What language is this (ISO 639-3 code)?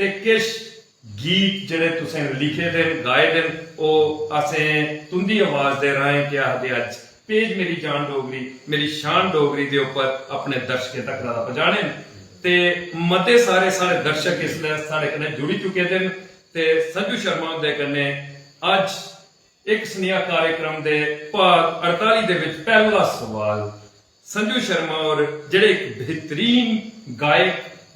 doi